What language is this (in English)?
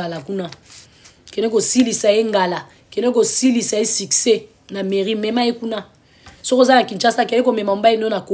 Lingala